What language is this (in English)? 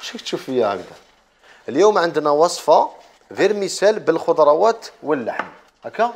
Algerian Arabic